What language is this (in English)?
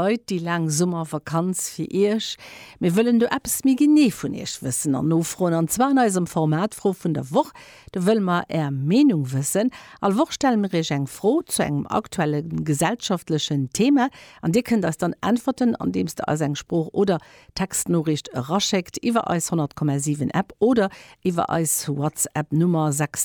Luxembourgish